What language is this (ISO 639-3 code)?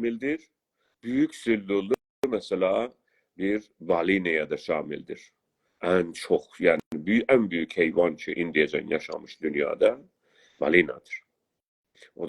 azb